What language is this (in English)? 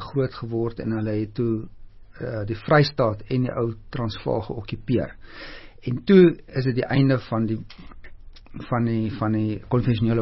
Afrikaans